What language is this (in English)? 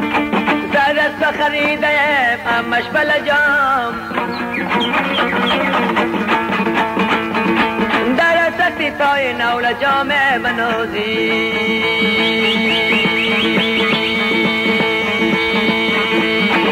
Persian